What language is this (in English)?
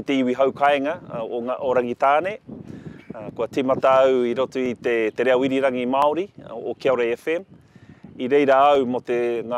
Māori